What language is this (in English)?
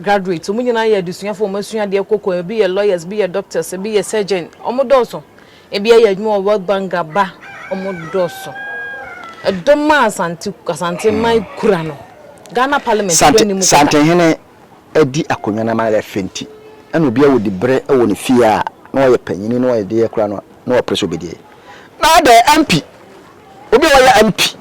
Akan